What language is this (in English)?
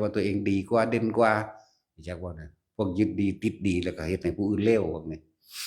Northeastern Thai